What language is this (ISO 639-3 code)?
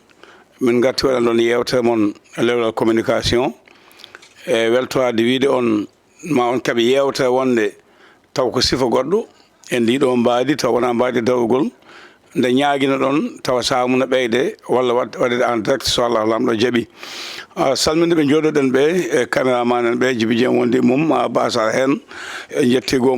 ful